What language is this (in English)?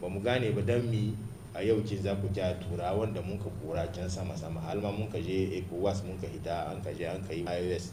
Hausa